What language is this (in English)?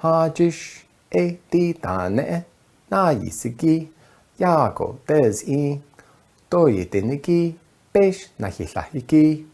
Navajo